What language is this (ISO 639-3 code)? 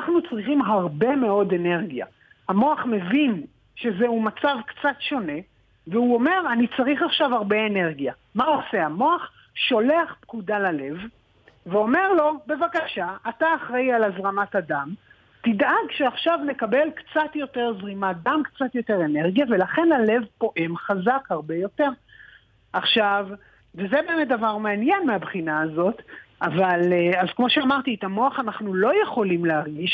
heb